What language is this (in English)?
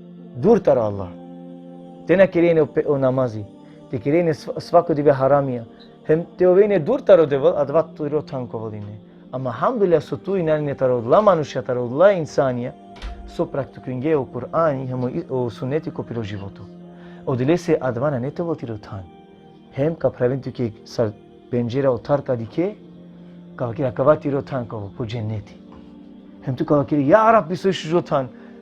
Balkan Romani